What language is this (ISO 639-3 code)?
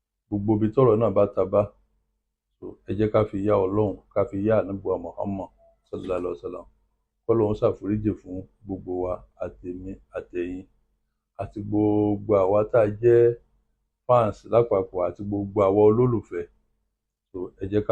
yor